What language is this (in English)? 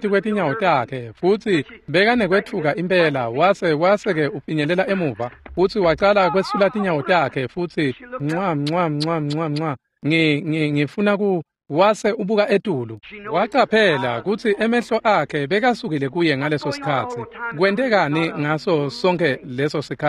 Swati